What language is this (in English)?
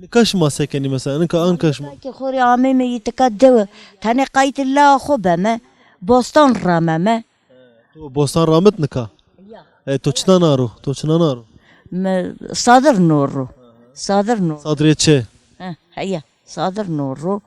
Zaza